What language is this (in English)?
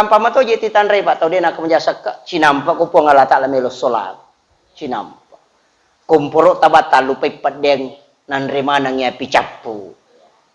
Buginese